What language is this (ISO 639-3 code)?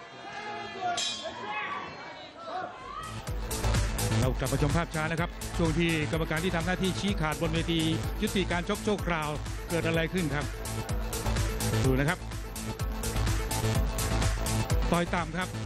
tha